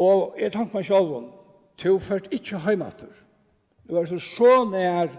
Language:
Faroese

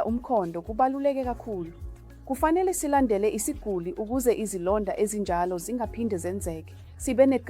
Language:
Zulu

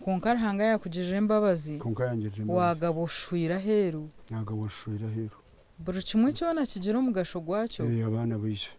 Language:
Nyankole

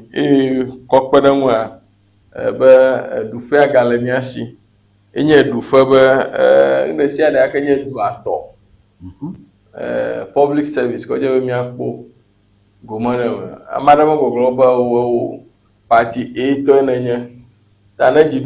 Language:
Ewe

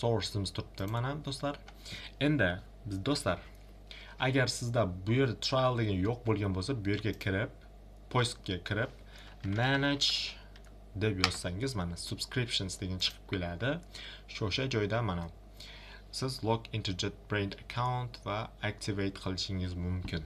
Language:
Uzbek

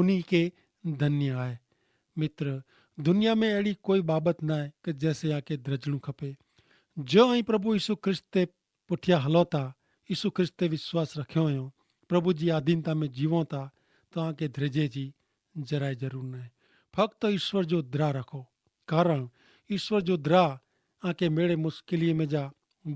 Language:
Kachhi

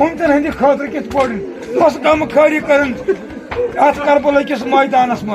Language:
Kashmiri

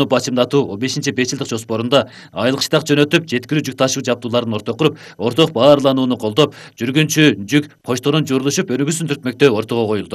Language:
Kyrgyz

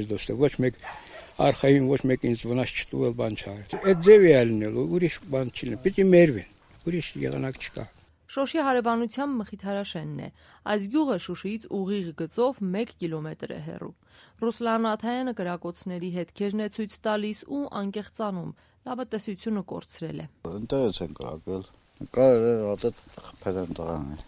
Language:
Armenian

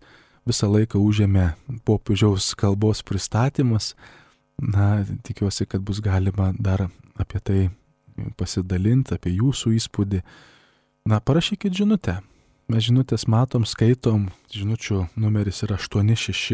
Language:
Lithuanian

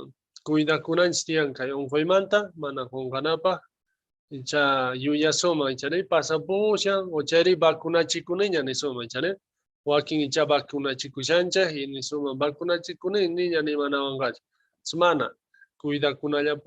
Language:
South Bolivian Quechua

